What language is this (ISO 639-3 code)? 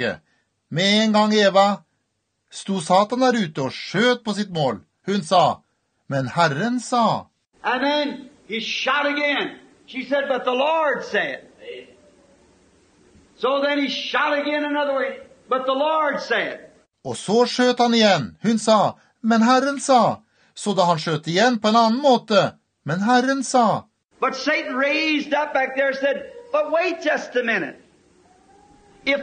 nor